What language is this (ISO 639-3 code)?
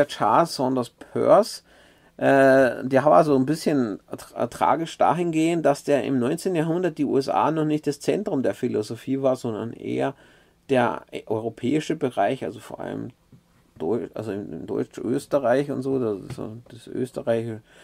deu